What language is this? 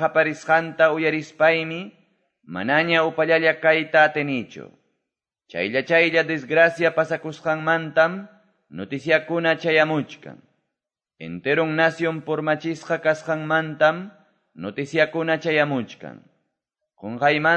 Quechua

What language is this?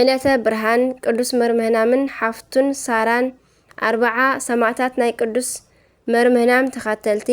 Tigrinya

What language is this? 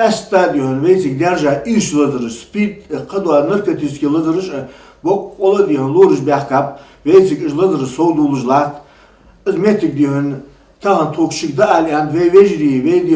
Ingush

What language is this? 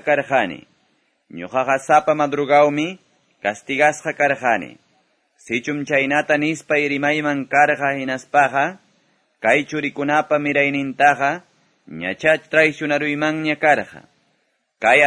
Quechua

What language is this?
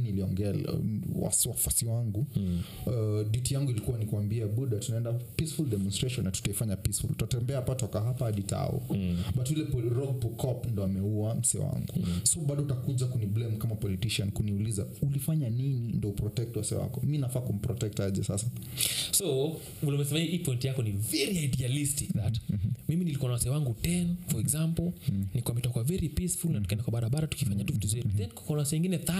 Swahili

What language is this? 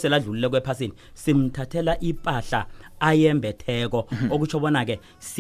South Ndebele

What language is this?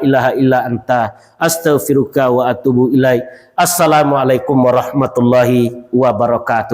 Minangkabau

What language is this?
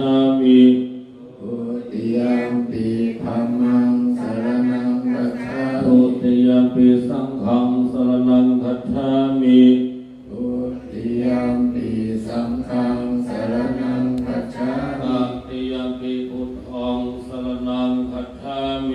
Pali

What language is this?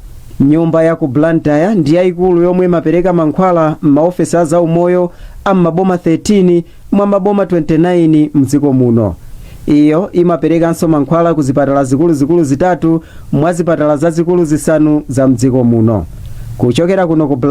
Nyanja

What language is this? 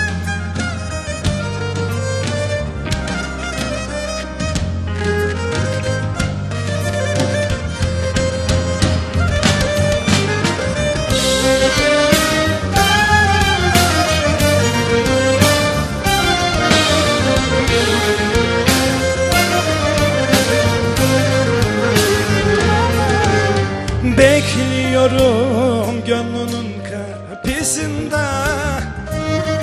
Turkish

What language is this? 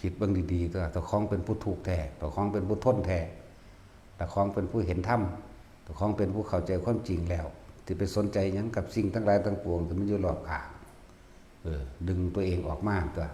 Northeastern Thai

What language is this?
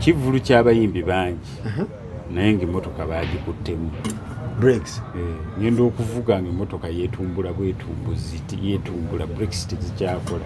Ganda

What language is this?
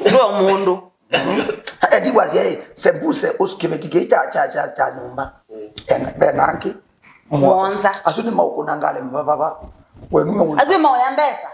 Kamba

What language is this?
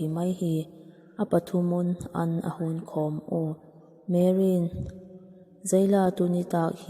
Vaiphei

